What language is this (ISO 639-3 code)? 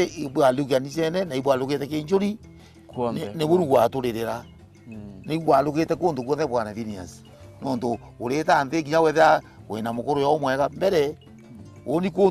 mer